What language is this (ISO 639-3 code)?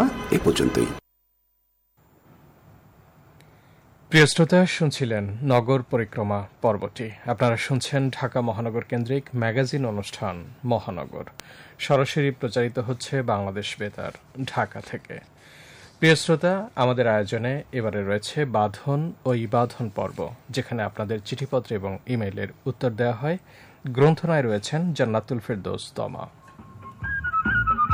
ben